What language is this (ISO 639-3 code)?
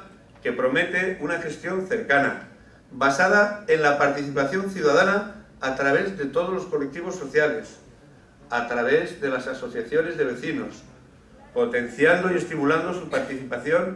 spa